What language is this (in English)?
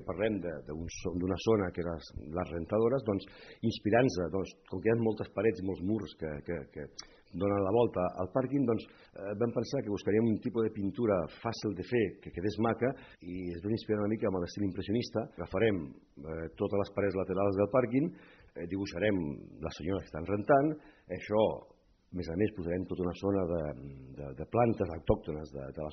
Catalan